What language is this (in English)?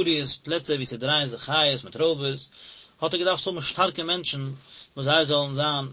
Yiddish